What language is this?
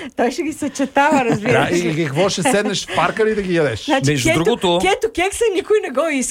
Bulgarian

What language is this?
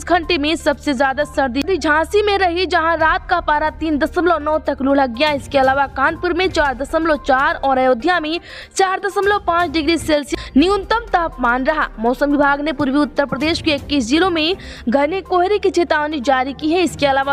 Hindi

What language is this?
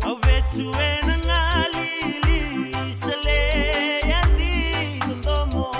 Fijian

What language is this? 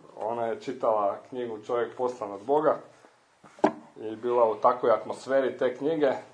Croatian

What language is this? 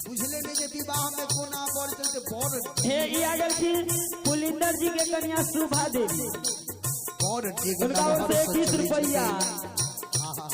Maithili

